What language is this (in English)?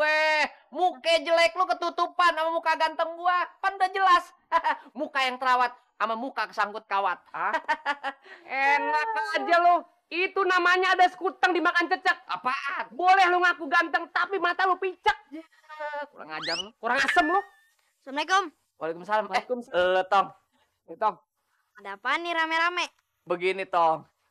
Betawi